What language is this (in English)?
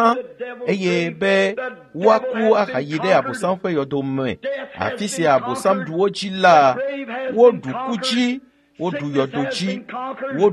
Ewe